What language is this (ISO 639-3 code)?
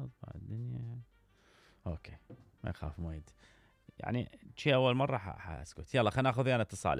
acm